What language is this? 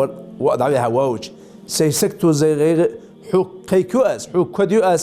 Ingush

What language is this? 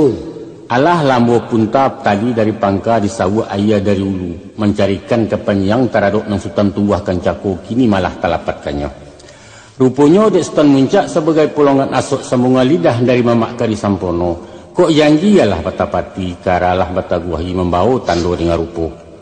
Minangkabau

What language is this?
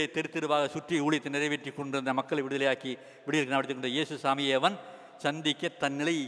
Tamil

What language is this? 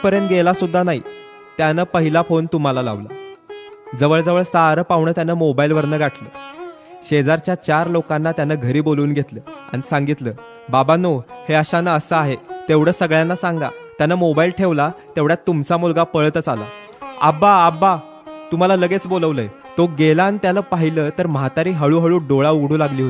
Marathi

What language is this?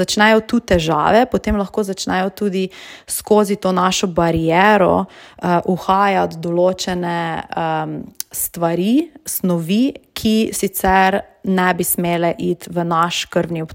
Slovenian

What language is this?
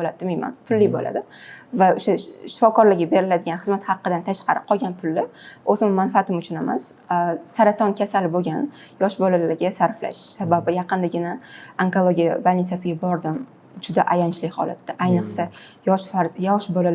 Uzbek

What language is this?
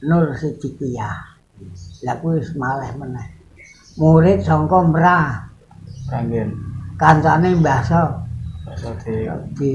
Javanese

